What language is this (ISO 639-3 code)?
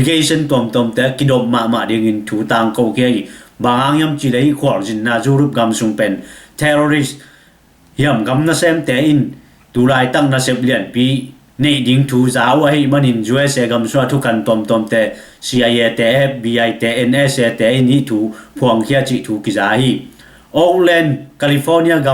ctd